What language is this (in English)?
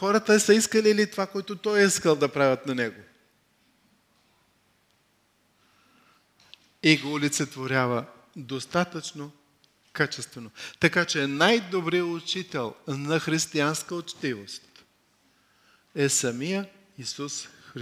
Bulgarian